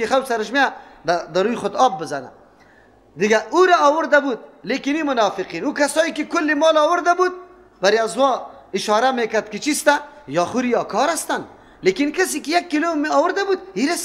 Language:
Persian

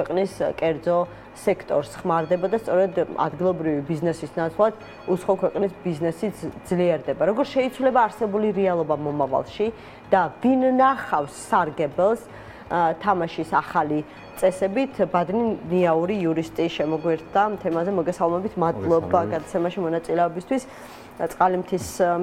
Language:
Georgian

